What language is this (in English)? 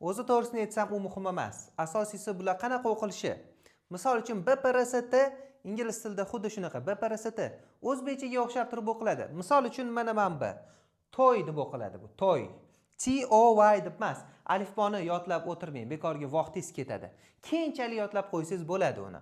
Uzbek